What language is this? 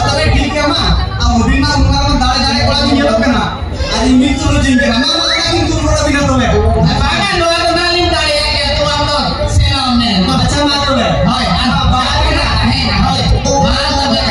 Santali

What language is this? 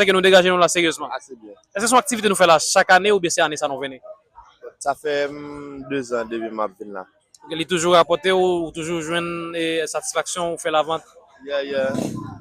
Haitian Creole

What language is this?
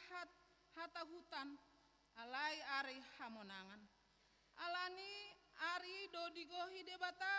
Batak Toba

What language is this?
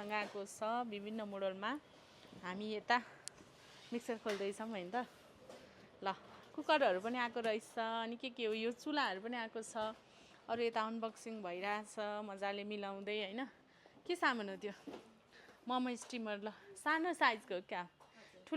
Nepali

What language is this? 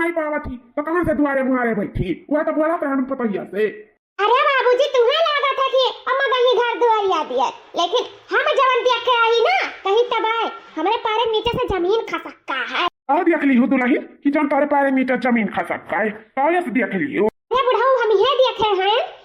Awadhi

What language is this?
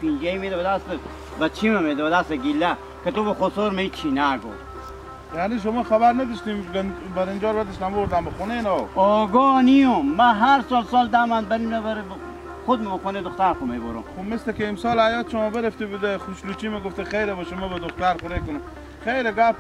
Hazaragi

